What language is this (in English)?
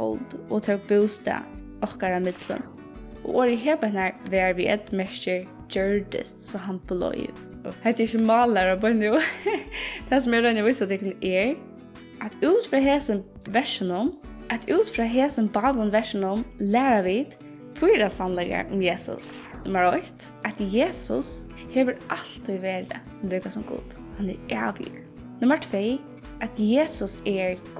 Faroese